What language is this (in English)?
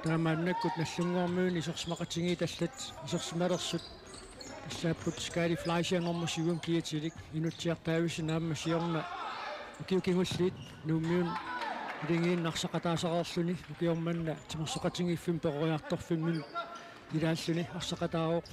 Kalaallisut